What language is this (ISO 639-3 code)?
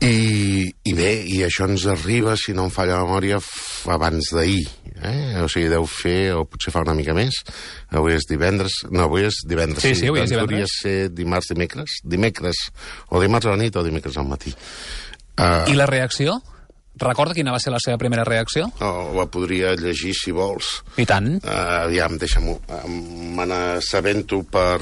cat